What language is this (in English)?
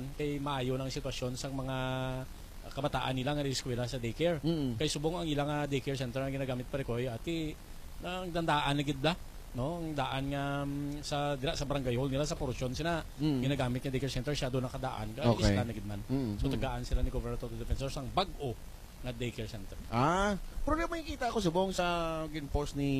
Hiligaynon